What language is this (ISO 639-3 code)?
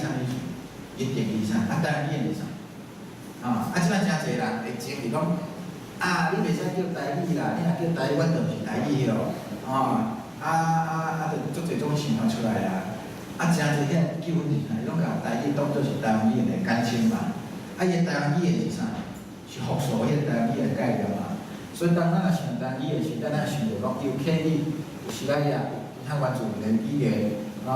nan